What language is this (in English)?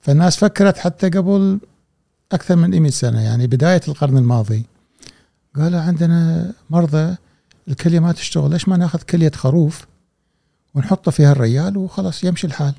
Gulf Arabic